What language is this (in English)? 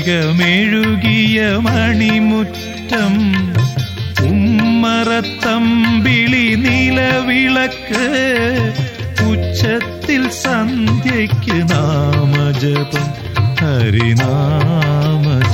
Malayalam